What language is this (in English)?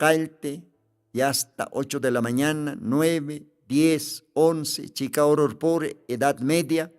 Aymara